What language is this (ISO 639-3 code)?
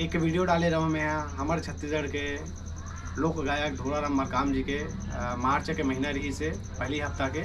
hne